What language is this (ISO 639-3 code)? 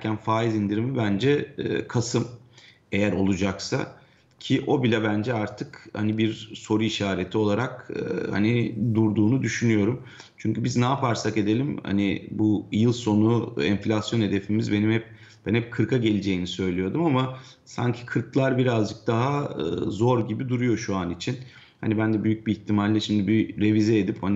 tur